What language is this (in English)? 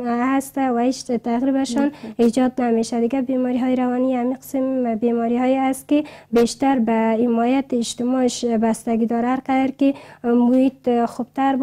Persian